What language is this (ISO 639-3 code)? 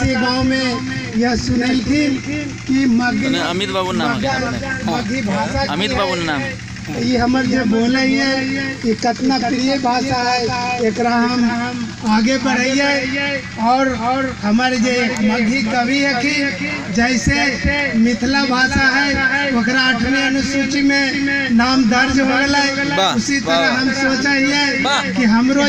mag